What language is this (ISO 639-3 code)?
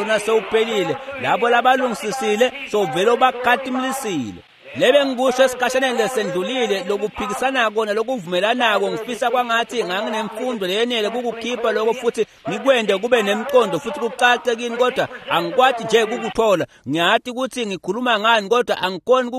ssw